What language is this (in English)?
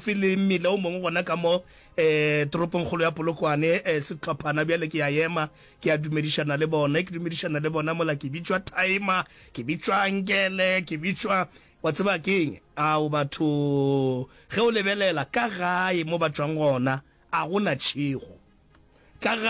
Northern Sotho